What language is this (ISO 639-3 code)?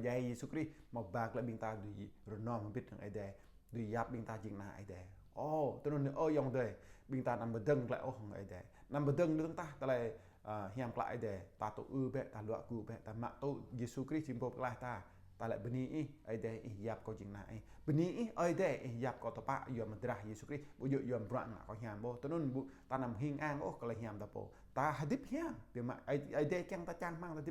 jra